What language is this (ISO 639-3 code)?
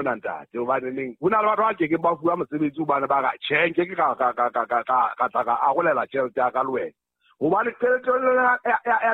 sot